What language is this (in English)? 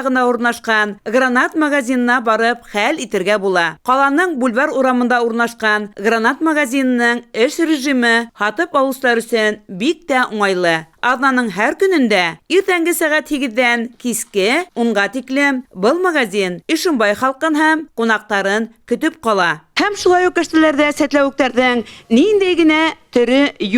Bashkir